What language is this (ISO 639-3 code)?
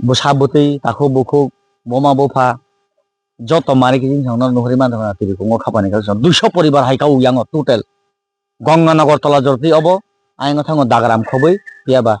trp